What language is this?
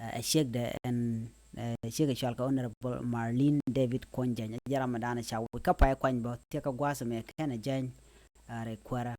Nuer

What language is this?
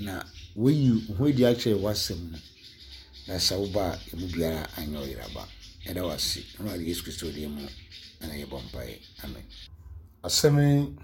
Akan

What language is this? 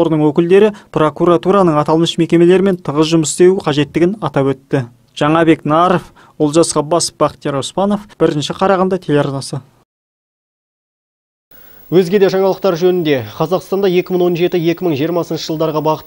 Kazakh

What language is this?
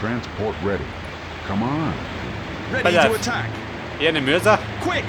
Bavarian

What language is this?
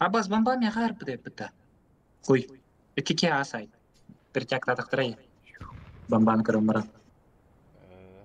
Yakut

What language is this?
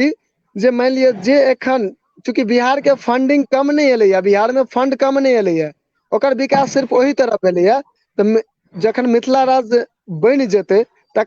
Maithili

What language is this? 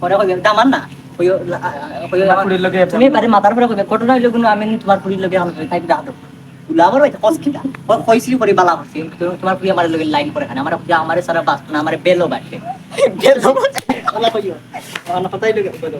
Sylheti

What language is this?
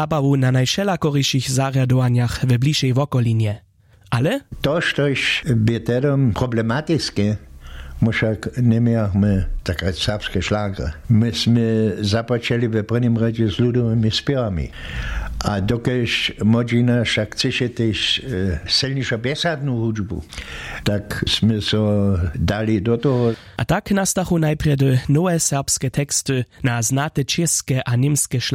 Upper Sorbian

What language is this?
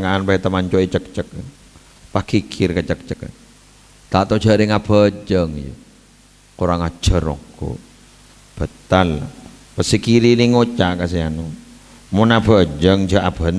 Madurese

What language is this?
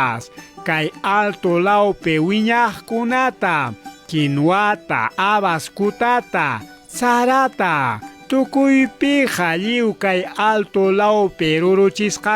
Ayacucho Quechua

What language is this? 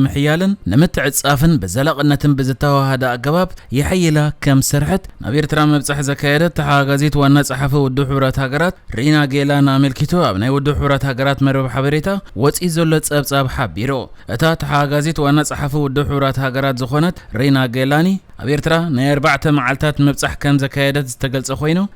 Tigrinya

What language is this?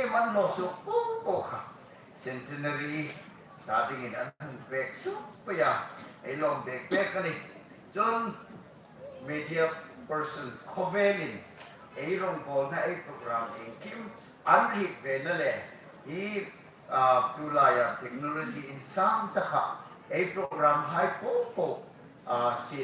Hmar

